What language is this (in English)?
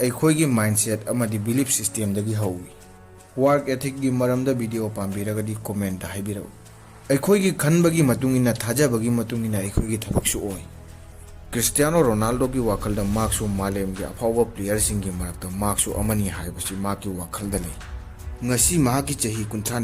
Manipuri